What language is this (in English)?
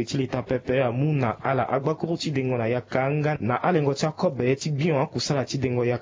Sango